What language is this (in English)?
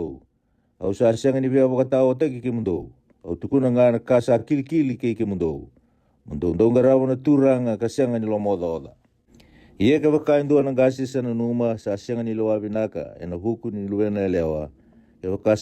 Fijian